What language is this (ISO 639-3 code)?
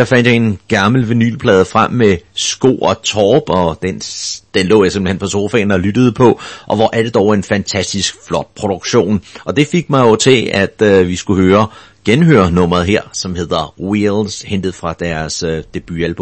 dan